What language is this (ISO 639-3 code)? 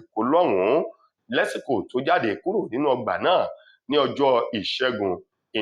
yor